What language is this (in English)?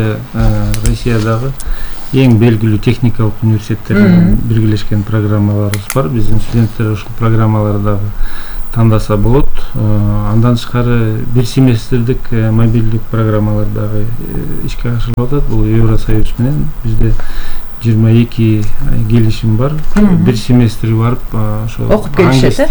Kyrgyz